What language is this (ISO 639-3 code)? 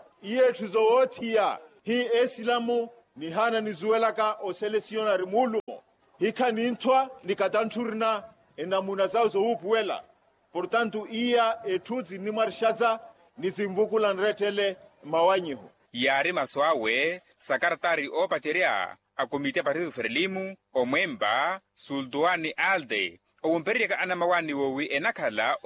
vmw